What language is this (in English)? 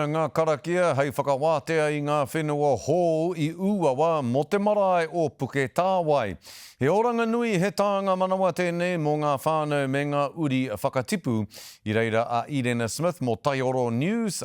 Māori